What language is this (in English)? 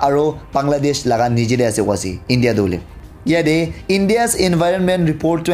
Naga Pidgin